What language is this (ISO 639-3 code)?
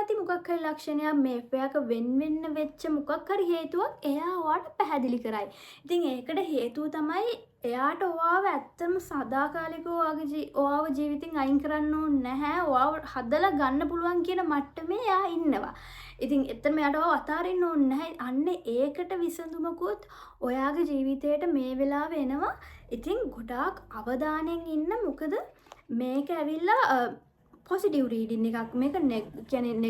sin